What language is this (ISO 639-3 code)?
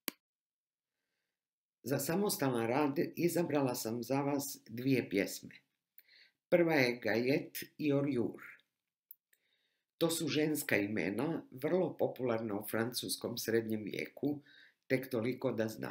hrv